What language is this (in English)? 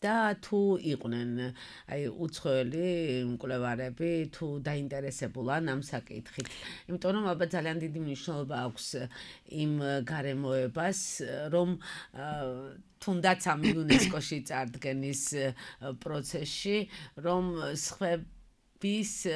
Georgian